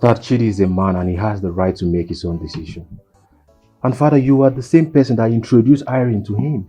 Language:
Nigerian Pidgin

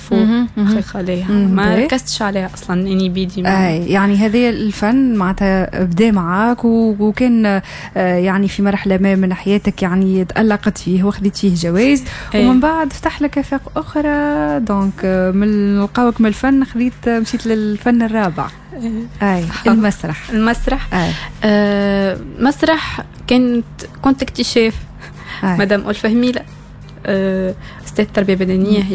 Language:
Tunisian Arabic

